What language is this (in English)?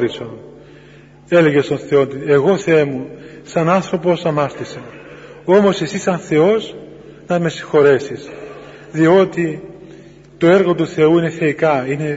Greek